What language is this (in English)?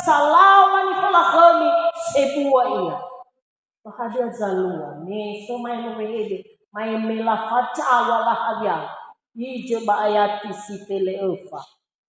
Nias